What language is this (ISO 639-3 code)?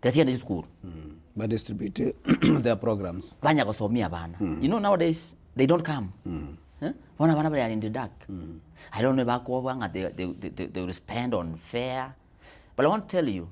guz